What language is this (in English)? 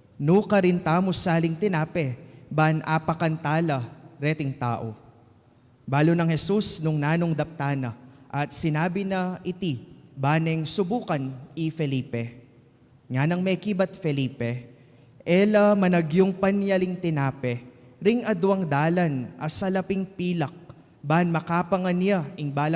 Pampanga